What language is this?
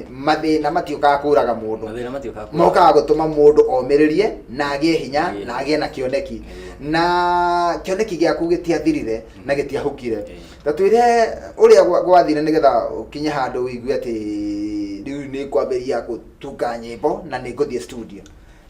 Kikuyu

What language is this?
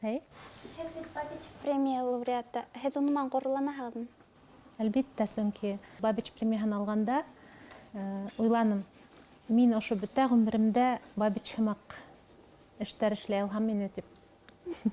Bashkir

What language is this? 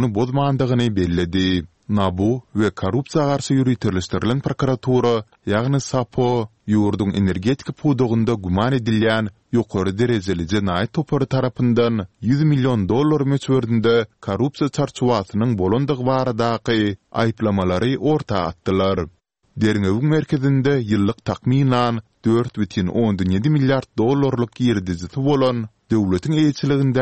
Turkmen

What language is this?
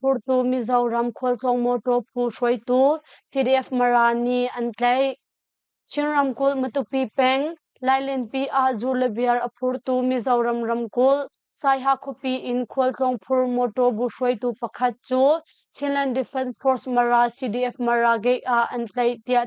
Hakha Chin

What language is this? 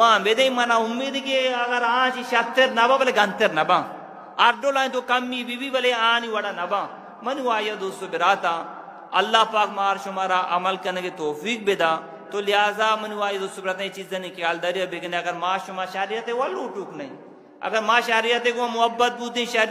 Eastern Balochi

